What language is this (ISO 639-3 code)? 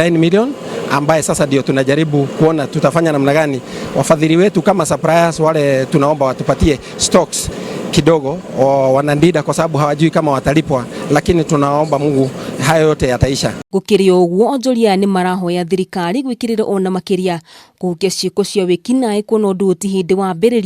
kik